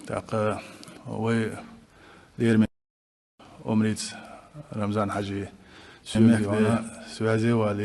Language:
Chechen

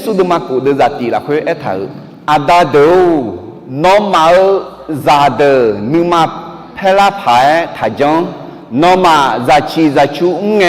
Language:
Akha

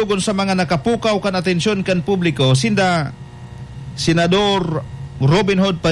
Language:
Bikol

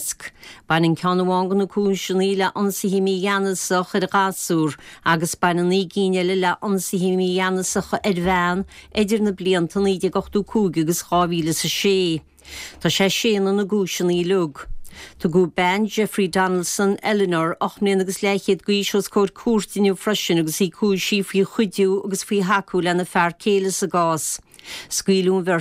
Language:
Irish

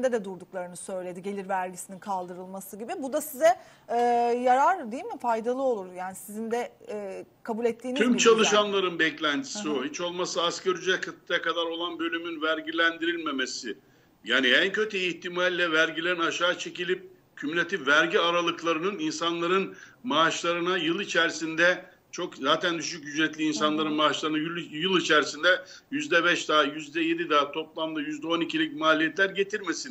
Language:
Turkish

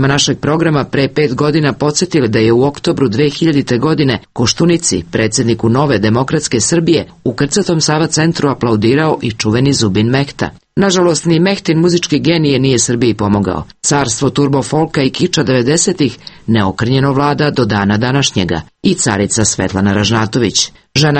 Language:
Serbian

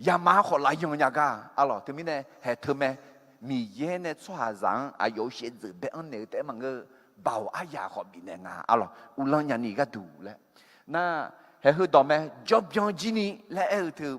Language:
Akha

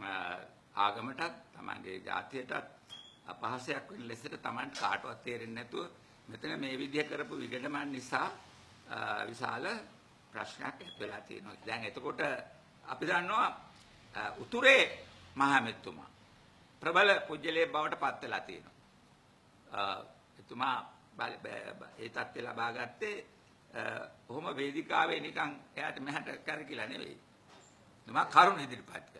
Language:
Sinhala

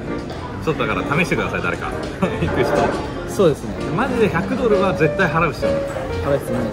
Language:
Japanese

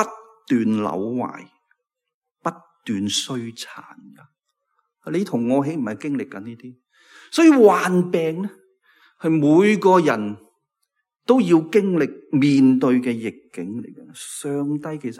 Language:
Cantonese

